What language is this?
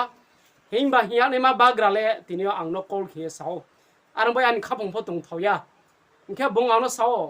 Riang (India)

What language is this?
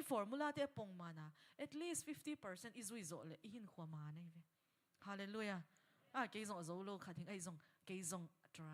Tedim Chin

